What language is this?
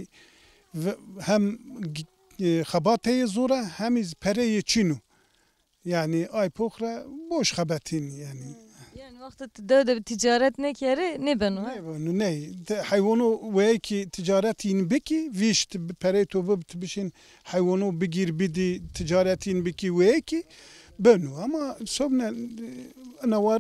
Zaza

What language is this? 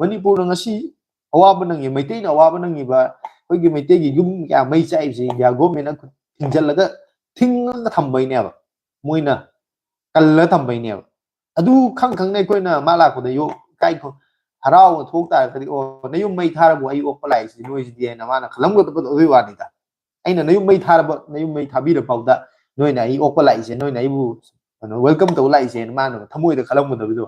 Manipuri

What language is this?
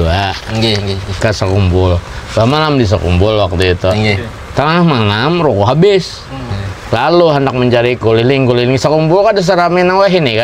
Banjar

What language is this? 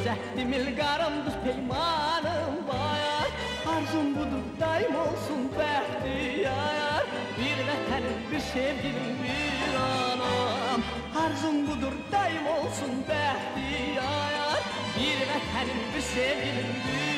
Azerbaijani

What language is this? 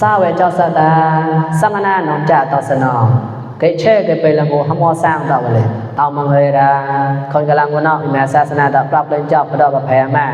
Mon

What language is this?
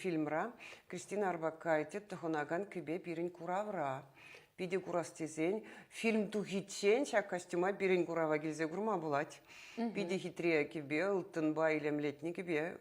Chuvash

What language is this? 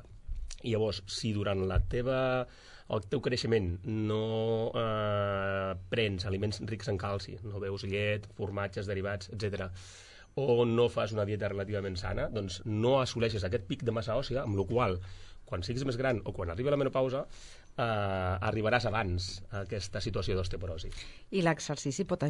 Catalan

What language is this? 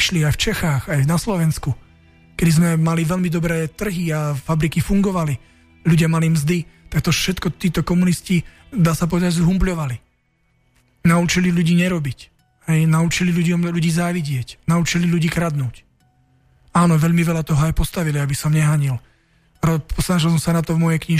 Slovak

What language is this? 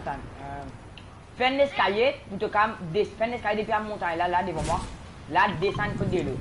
Morisyen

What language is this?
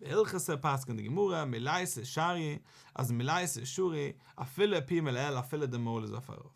Yiddish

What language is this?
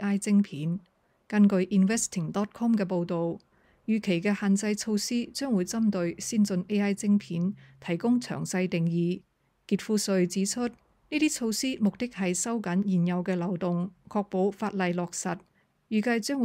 Cantonese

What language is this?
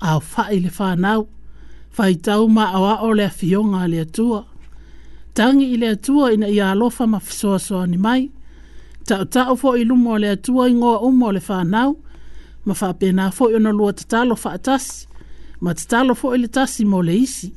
Samoan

